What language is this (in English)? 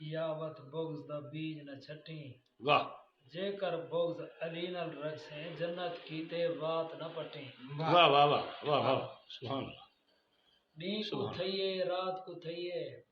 Saraiki